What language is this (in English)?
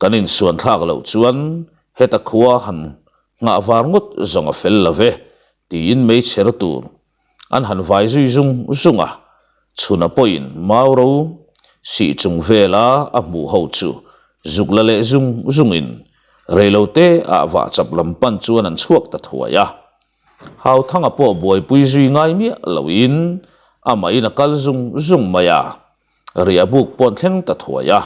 Mizo